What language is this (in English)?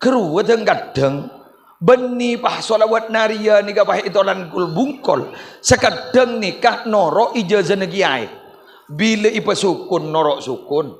Madurese